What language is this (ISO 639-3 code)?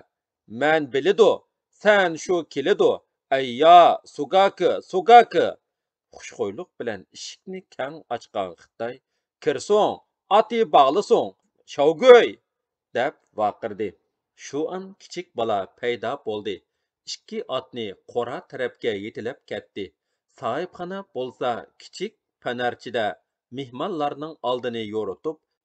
uig